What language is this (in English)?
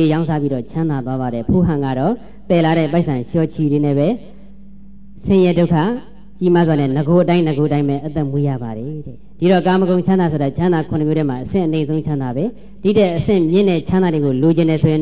Burmese